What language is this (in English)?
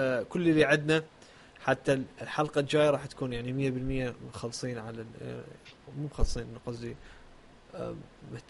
Mesopotamian Arabic